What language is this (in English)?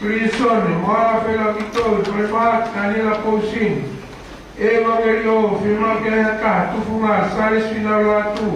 Tongan